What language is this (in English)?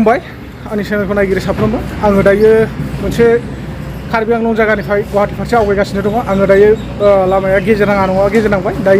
Bodo